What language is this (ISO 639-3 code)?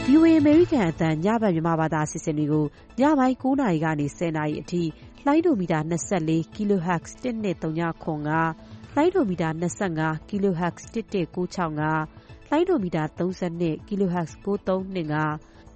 mya